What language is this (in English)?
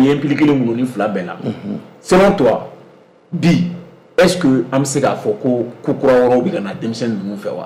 Bambara